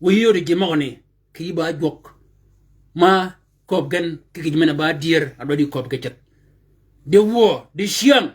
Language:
Shilluk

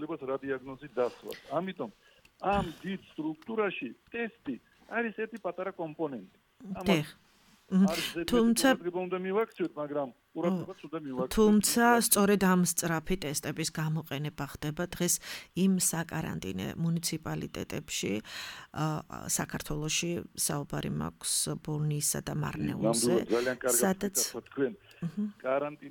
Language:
Georgian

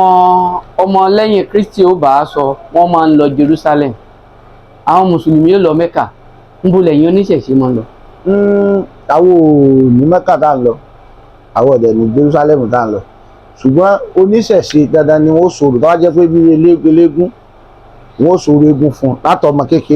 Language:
Yoruba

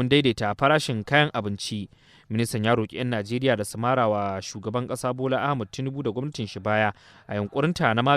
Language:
Hausa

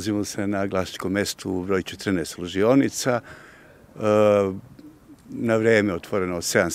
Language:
Serbian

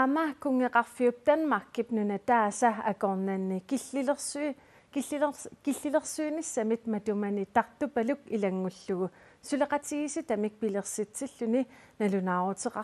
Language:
Kalaallisut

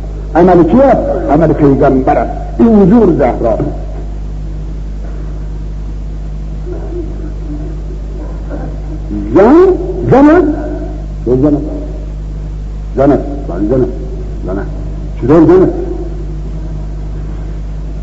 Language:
Persian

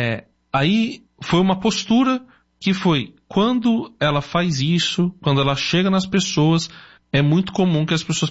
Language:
Portuguese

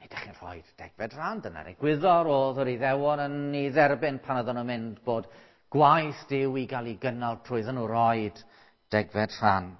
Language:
Welsh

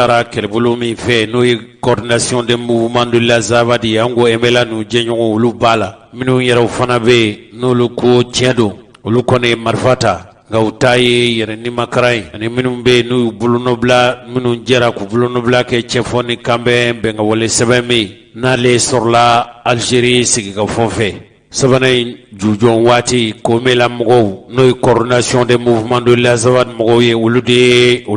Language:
Bambara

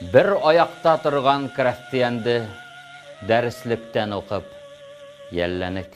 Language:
Bashkir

